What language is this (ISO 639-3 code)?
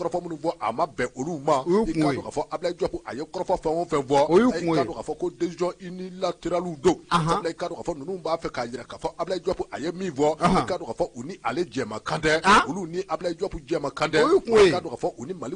bam